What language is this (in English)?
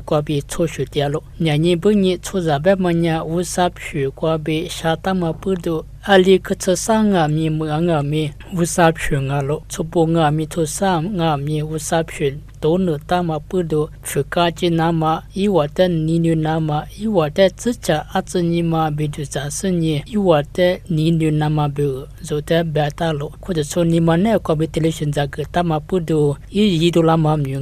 Lisu